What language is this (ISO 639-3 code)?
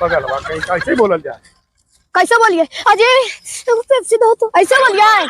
mag